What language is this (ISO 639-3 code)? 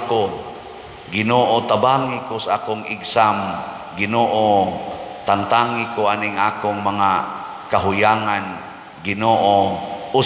ceb